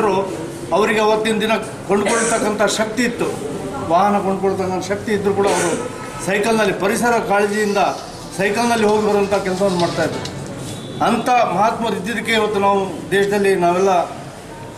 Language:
Kannada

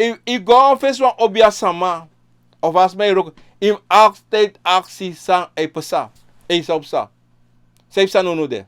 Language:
Sranan Tongo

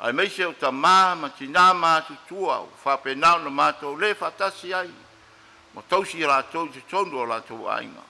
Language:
Samoan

